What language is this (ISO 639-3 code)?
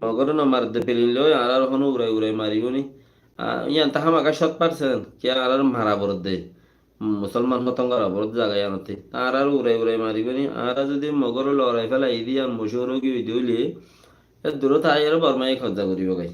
rhg